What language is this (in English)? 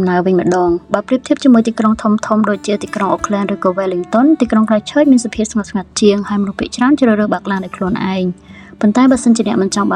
Khmer